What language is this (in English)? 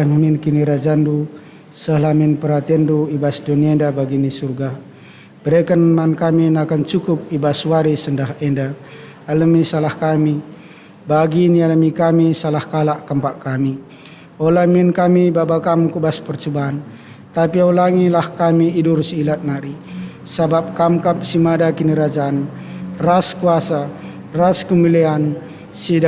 Batak Karo